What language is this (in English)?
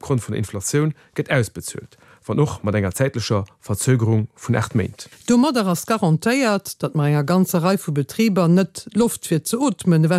Luxembourgish